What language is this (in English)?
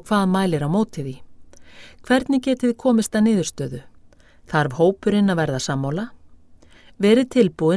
Icelandic